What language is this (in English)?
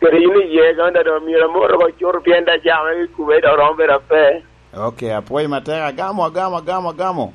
Lango (Uganda)